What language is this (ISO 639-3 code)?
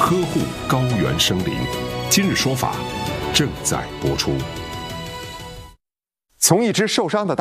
zho